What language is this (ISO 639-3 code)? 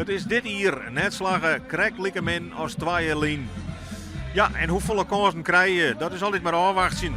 fry